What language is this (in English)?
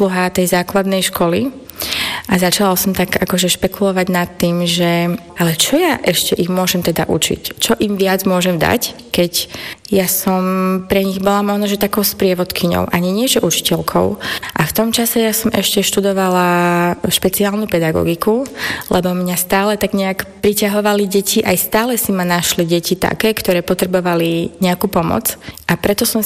Slovak